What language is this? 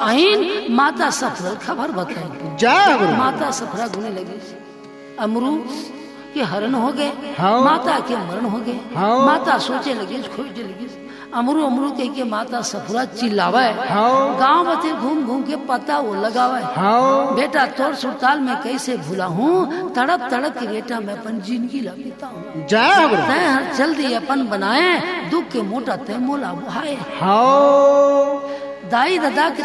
Chhattisgarhi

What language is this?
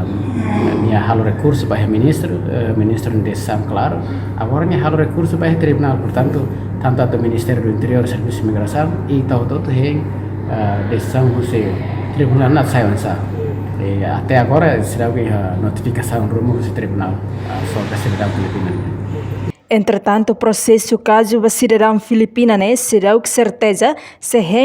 Tetum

